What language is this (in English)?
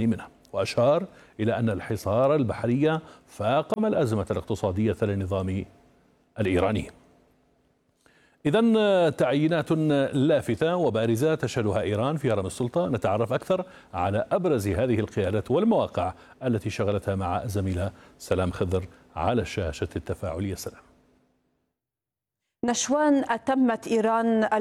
Arabic